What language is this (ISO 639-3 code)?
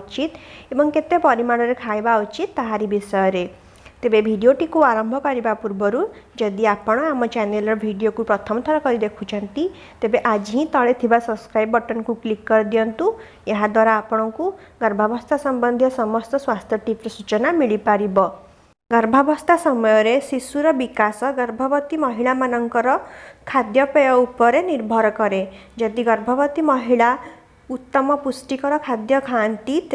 ori